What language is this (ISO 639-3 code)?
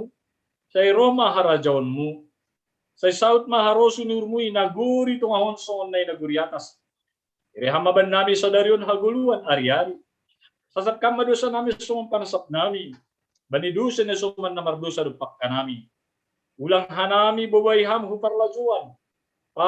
bts